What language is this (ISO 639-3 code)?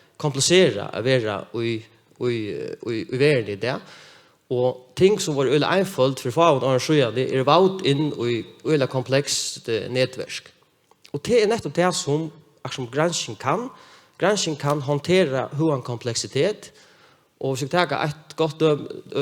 fao